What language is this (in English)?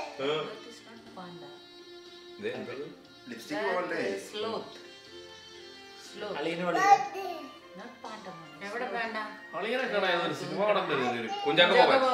Malayalam